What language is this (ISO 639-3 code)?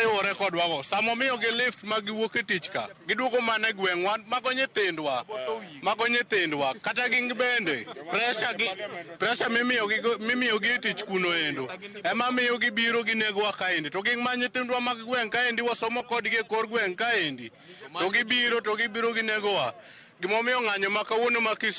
luo